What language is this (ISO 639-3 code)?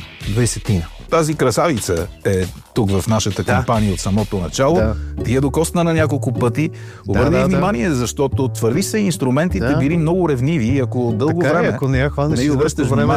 bul